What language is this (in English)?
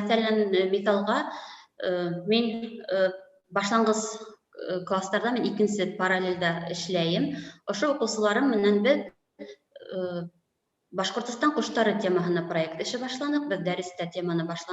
Bashkir